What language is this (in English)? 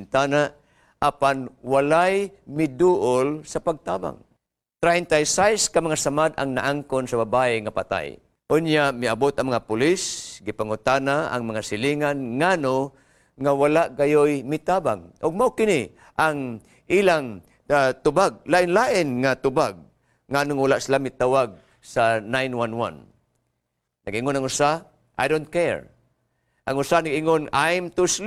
Cebuano